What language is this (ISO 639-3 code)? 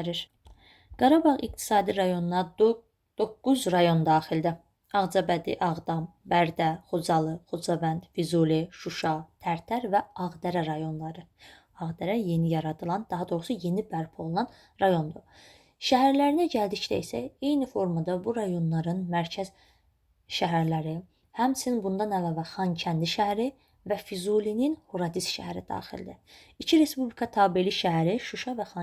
aze